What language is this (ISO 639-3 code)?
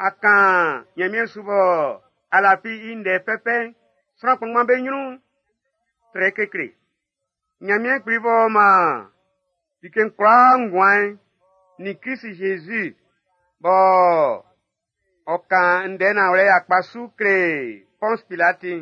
bci